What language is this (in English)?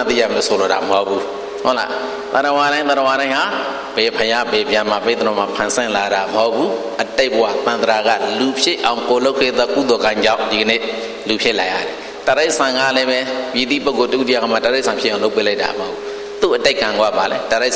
Burmese